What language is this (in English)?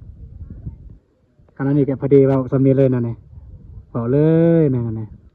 Lao